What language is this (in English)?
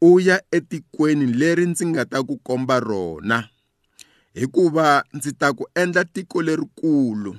Tsonga